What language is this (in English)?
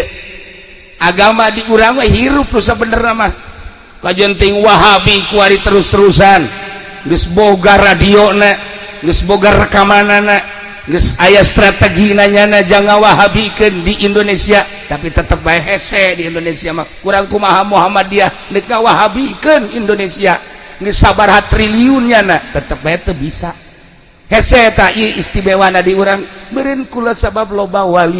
Sundanese